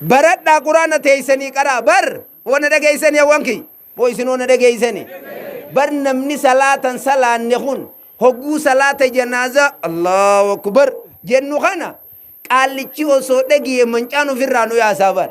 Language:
Oromo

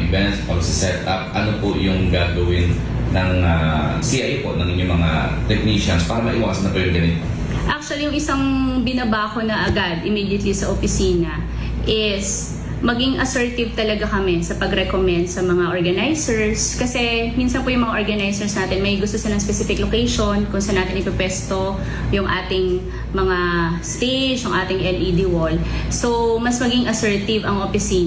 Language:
Filipino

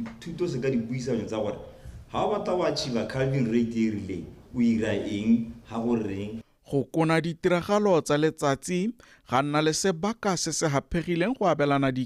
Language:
Tswana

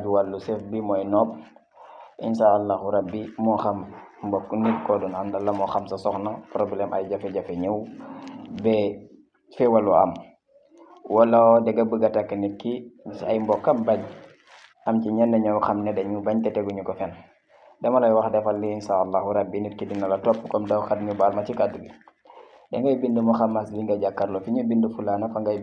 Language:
Wolof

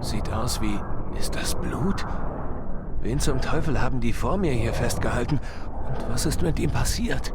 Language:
Bavarian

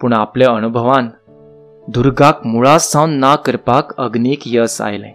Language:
Konkani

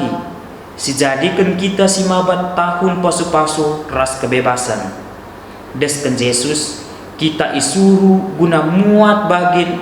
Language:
Batak Karo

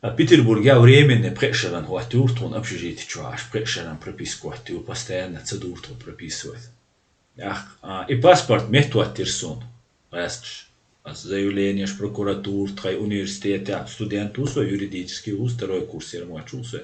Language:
Chechen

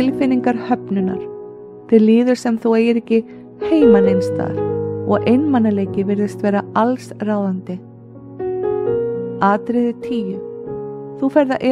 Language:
Icelandic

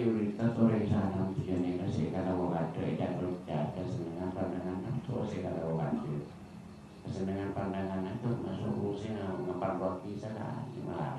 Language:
Madurese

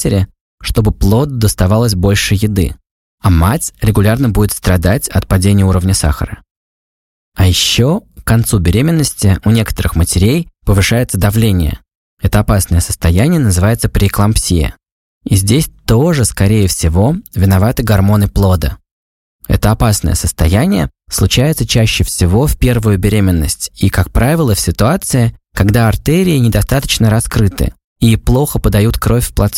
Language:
Russian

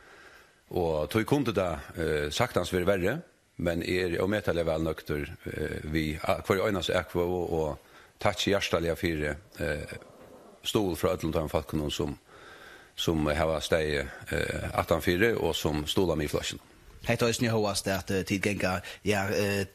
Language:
Faroese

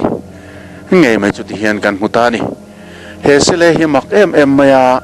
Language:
Mizo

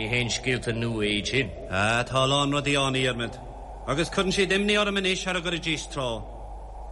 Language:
Irish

